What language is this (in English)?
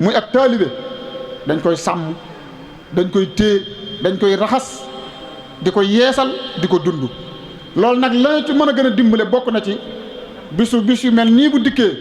Wolof